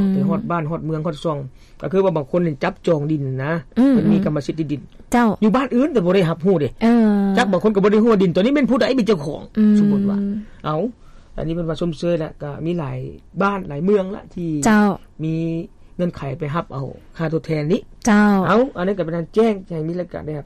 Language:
Lao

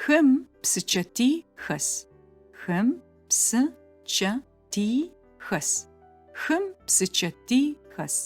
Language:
Adyghe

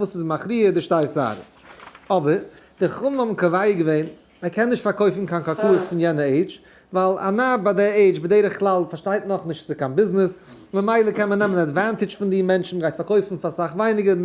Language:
Yiddish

